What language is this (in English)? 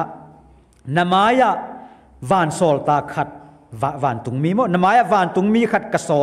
Tedim Chin